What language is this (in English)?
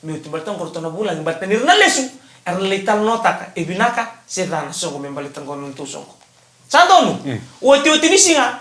Fijian